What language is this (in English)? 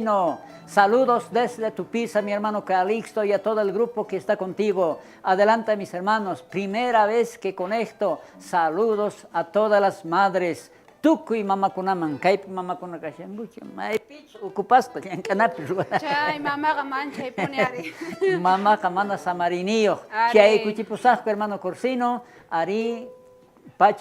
South Bolivian Quechua